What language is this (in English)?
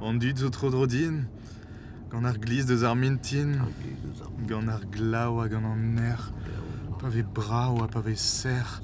Breton